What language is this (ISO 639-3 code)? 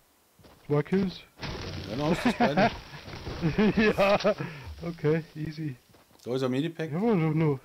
bar